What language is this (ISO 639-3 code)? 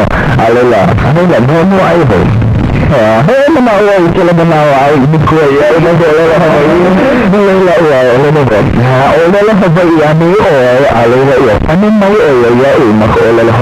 haw